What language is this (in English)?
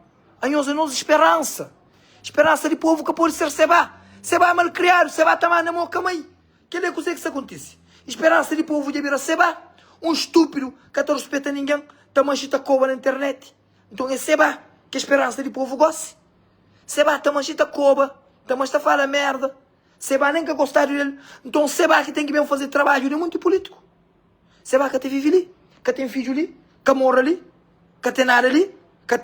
Kabuverdianu